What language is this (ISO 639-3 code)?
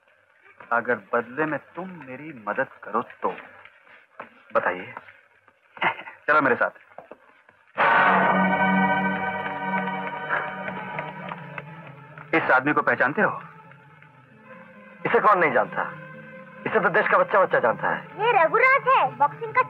hin